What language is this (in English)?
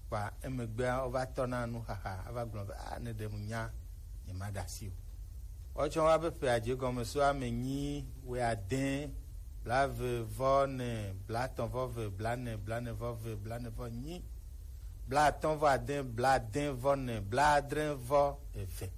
Gen